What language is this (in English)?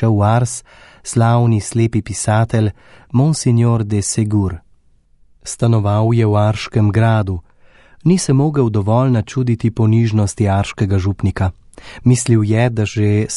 Slovenian